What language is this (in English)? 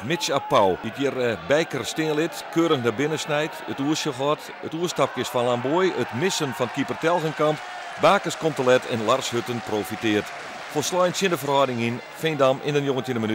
Western Frisian